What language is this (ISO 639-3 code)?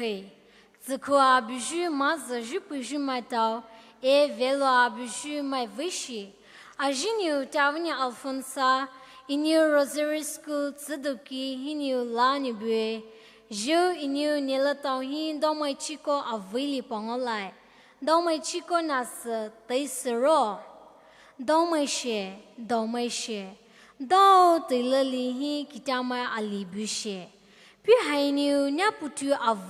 pmx